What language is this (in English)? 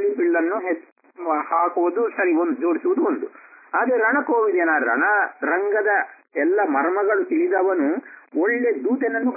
Kannada